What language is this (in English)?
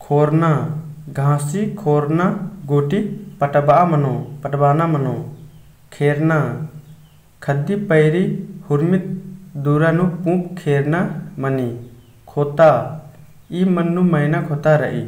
Kurukh